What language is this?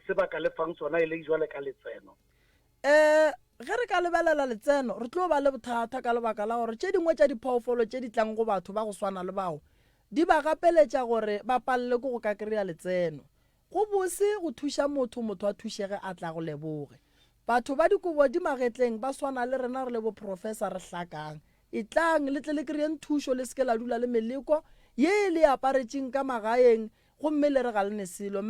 Northern Sotho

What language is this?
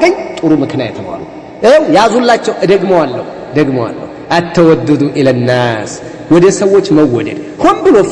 Amharic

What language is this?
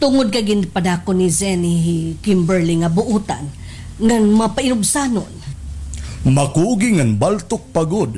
Waray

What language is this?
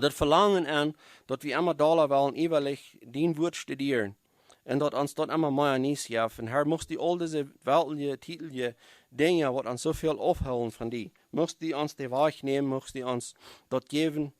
Plautdietsch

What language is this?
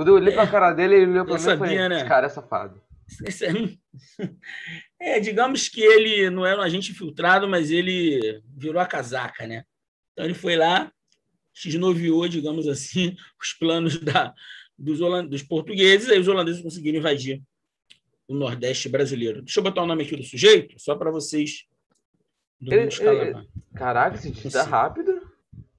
Portuguese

